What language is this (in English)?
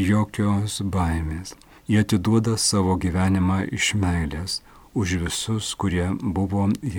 Lithuanian